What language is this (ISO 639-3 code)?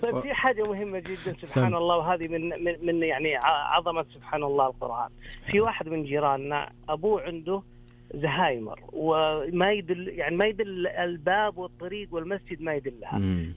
ars